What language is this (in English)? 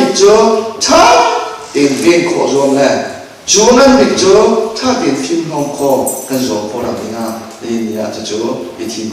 Hakha Chin